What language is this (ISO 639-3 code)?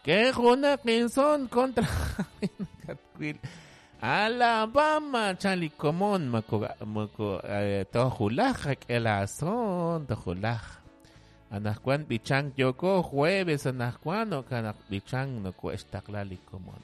kek